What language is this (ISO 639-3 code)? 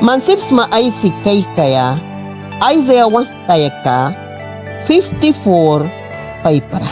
miq